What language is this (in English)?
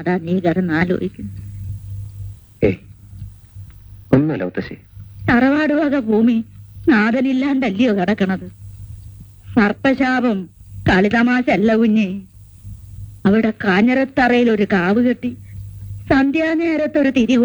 Malayalam